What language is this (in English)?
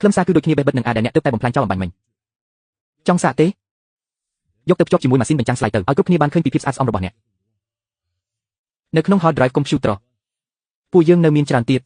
Khmer